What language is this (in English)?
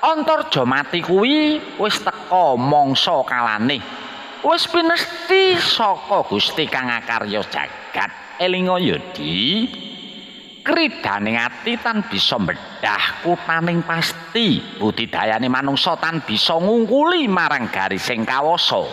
Javanese